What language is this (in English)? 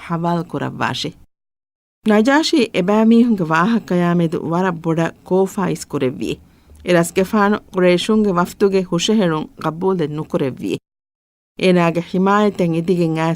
Divehi